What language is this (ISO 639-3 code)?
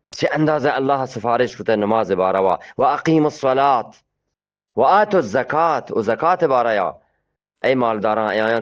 bgp